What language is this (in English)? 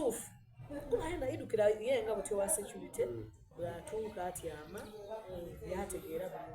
Soga